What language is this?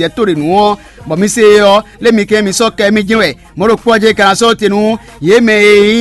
Fon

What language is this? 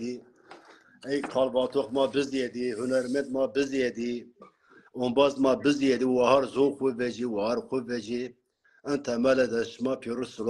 Zaza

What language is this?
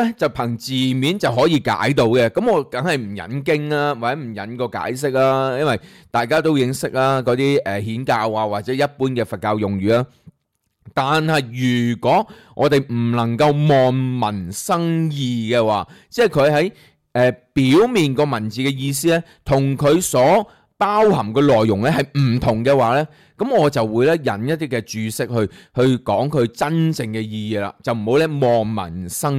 Cantonese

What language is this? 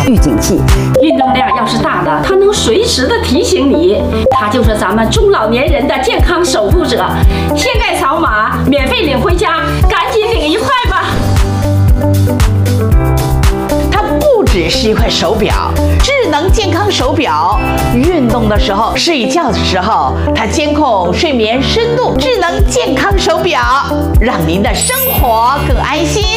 Chinese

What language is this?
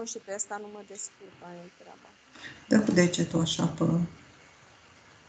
Romanian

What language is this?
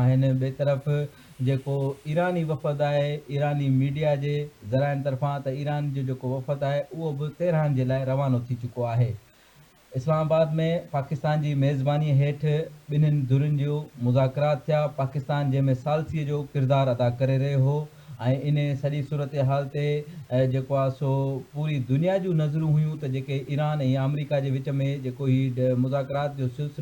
Sindhi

